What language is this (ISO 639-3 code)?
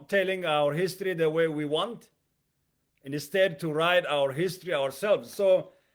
eng